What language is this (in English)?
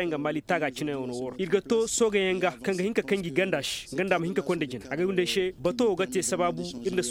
Koyraboro Senni